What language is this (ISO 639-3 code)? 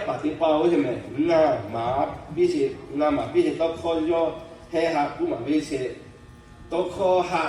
lhu